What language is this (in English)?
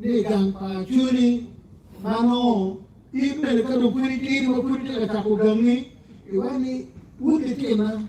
Acoli